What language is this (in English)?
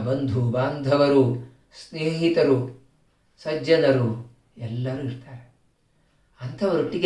Kannada